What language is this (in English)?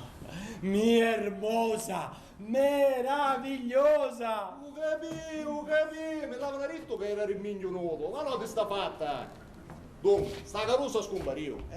Sicilian